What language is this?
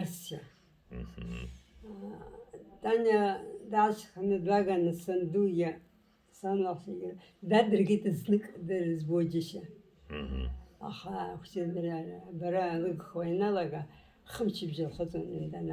Abkhazian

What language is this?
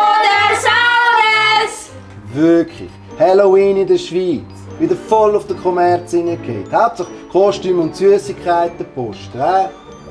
Swiss German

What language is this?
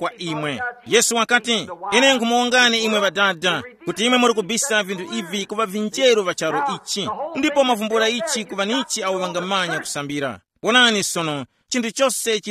Tumbuka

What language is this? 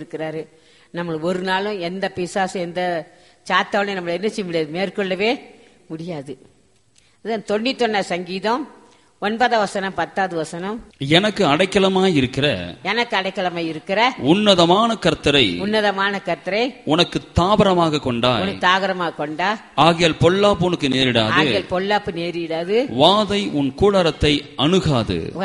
Tamil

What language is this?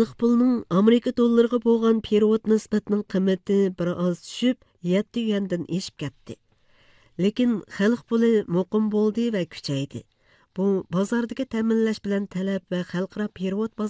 Uyghur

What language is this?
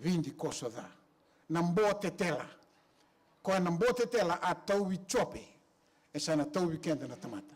Fijian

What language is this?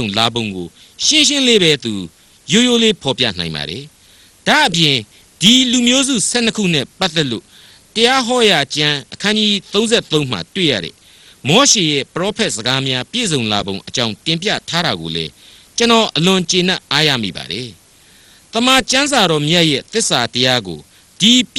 Burmese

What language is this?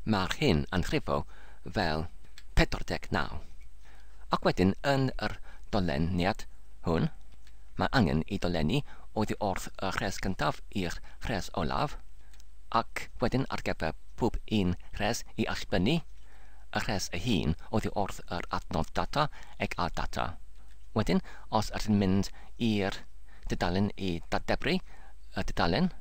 Welsh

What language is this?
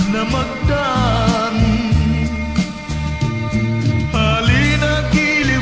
Filipino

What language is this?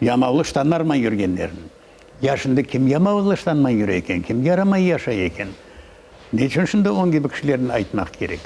Crimean Tatar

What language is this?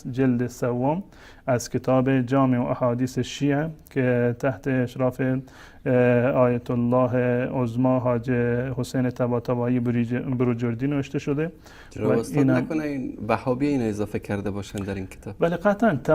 Persian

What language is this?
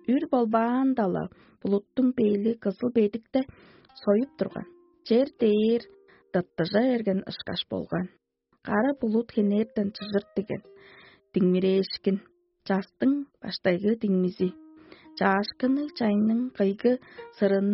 Tuvinian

